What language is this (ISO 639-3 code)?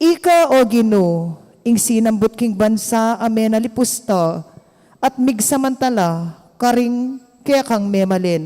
pam